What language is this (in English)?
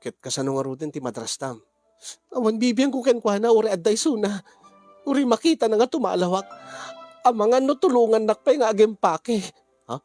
Iloko